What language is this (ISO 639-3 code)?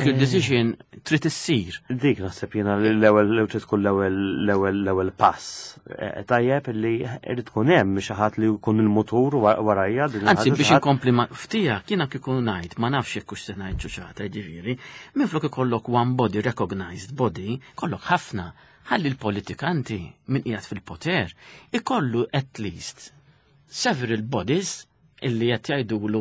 mlt